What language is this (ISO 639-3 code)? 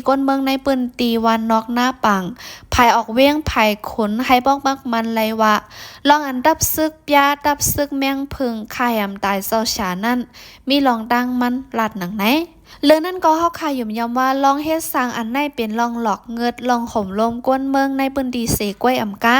shn